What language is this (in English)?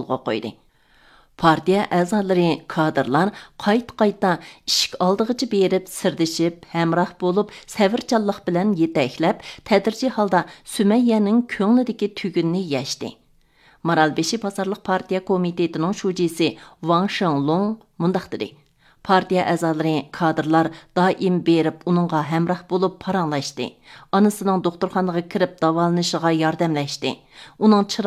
Uyghur